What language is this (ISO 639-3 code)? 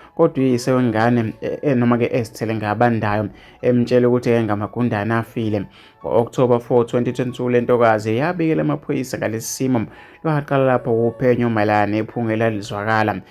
zul